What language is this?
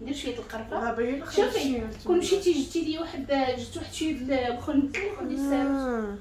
Moroccan Arabic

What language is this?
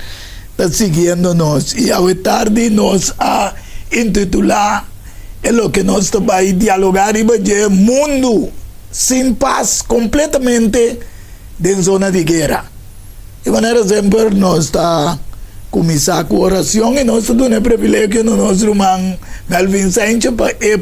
Papiamento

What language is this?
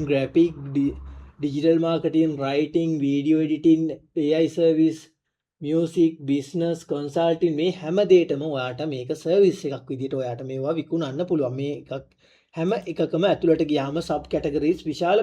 Sinhala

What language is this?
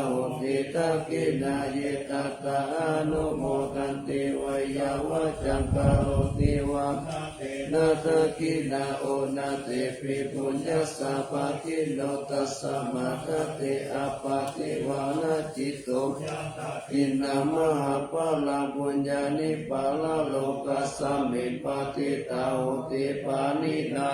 Pali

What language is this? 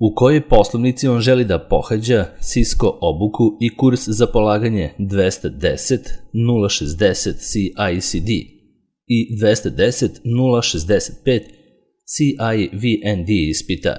Serbian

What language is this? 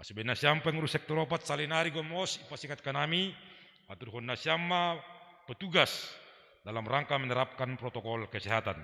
Batak Simalungun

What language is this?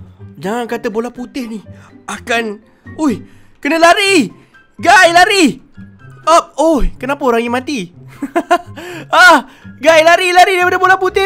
Malay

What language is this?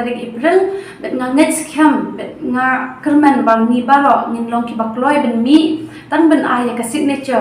Khasi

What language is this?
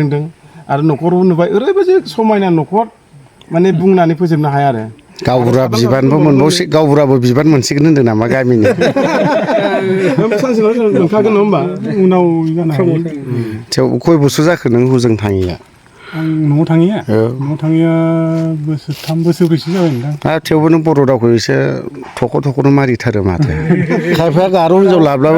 Bodo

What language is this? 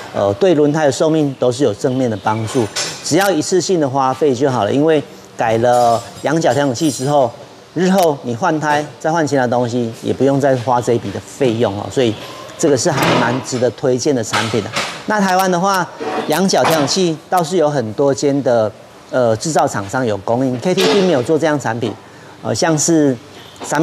Chinese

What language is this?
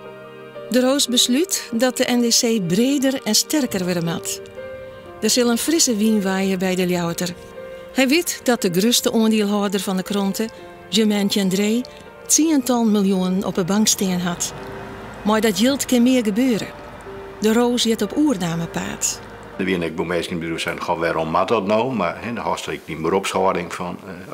Western Frisian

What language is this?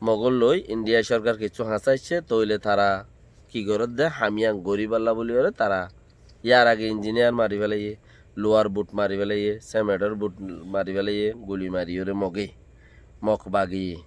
Rohingya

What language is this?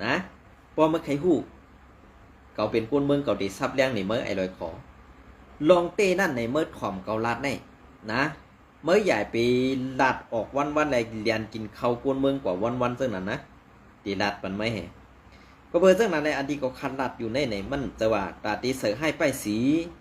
Shan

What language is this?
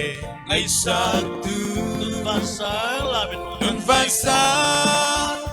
Falam Chin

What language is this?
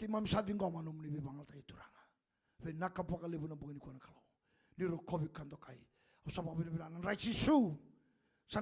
Fijian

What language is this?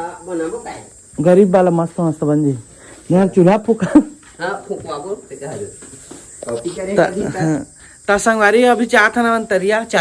Chhattisgarhi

